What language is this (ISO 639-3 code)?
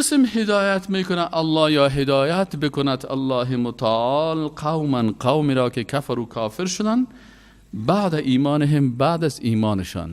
fas